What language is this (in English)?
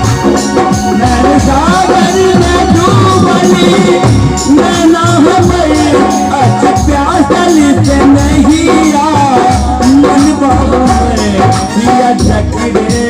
Maithili